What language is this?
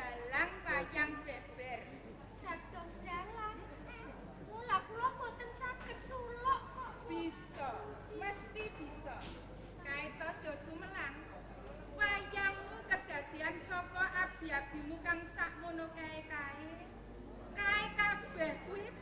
Javanese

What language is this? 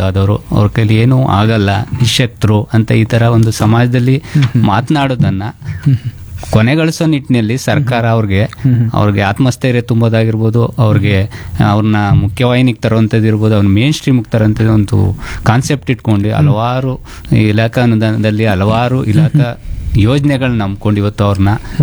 Kannada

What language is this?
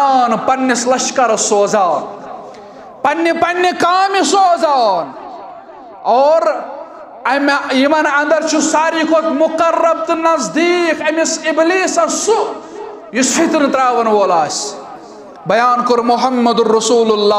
Kashmiri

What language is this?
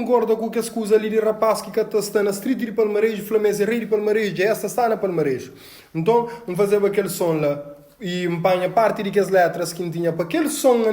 Kabuverdianu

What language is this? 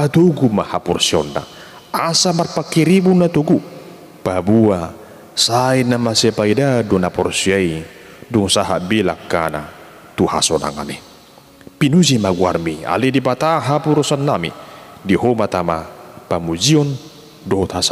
Batak Toba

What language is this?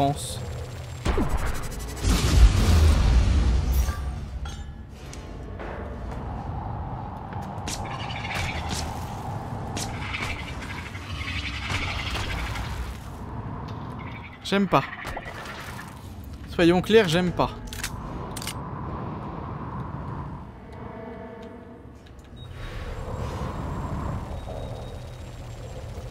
French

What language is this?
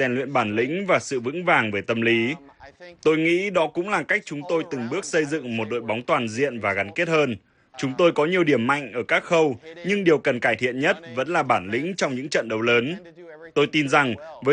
Vietnamese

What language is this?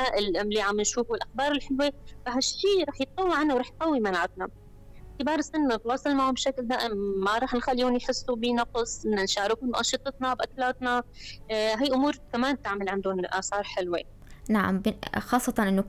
North Levantine Arabic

